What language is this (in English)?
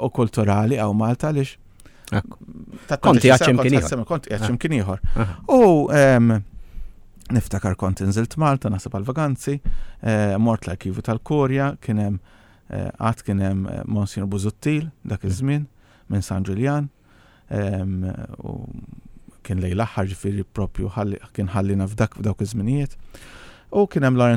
Maltese